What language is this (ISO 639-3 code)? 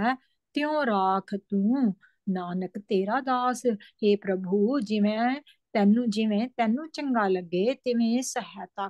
pan